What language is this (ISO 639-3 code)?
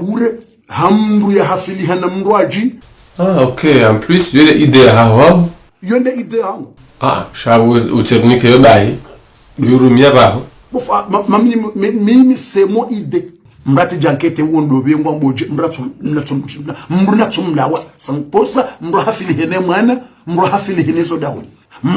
zdj